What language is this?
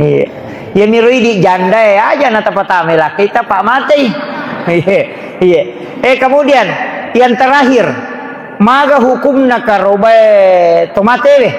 Buginese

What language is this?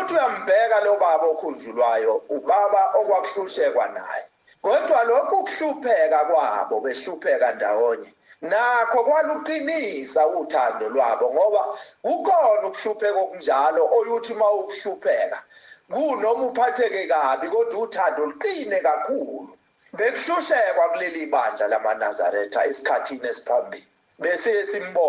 Zulu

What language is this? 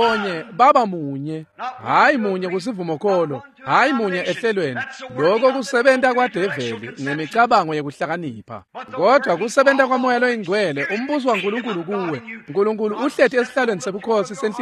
Swati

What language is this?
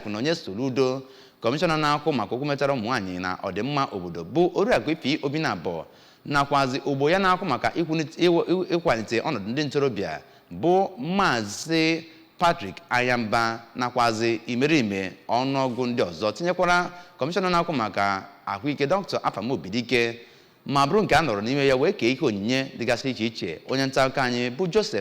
Igbo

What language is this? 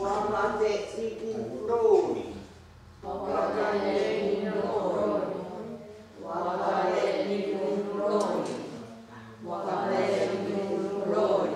Mohawk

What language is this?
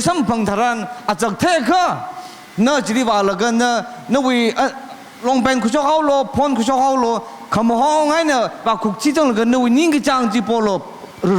Tangkhul Naga (India)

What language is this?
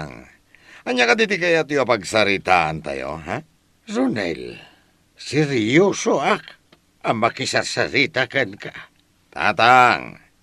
Iloko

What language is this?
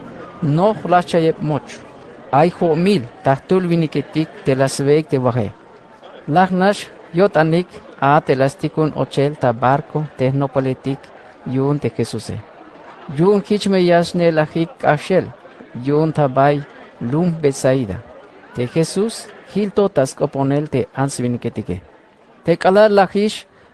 Tzeltal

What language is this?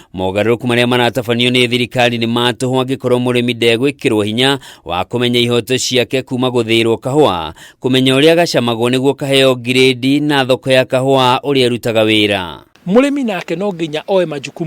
Kikuyu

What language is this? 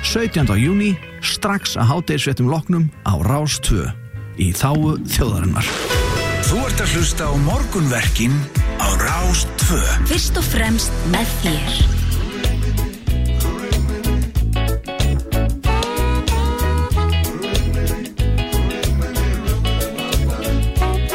Icelandic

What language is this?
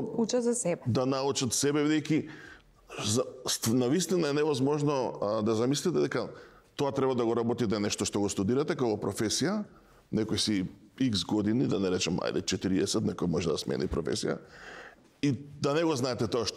Macedonian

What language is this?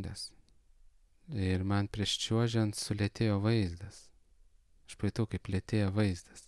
Lithuanian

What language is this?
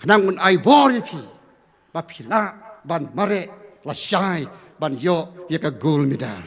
Khasi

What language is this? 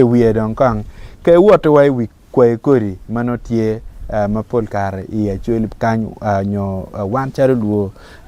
Acoli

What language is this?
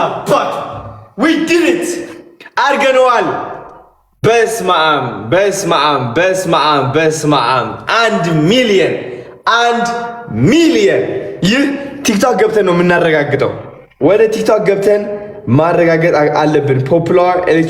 Amharic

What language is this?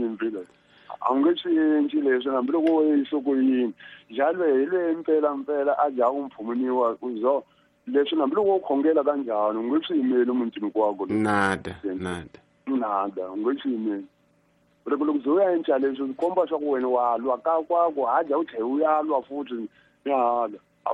Tsonga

